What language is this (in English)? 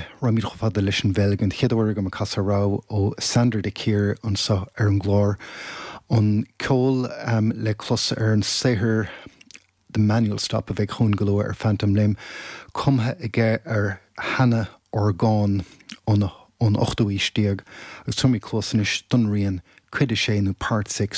Irish